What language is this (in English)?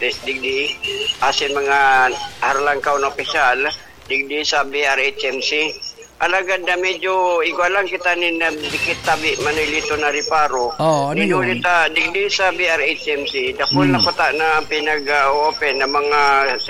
Bikol